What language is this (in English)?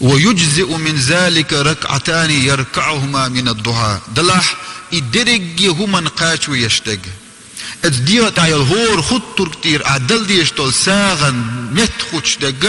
Chechen